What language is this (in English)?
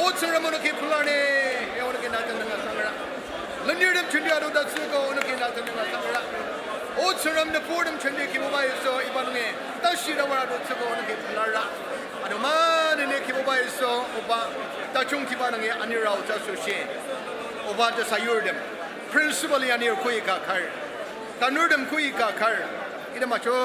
Ao Naga